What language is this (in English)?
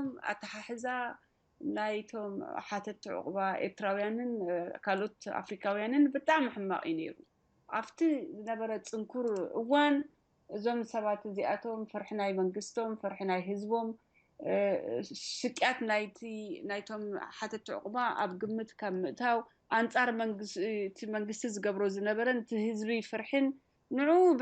Tigrinya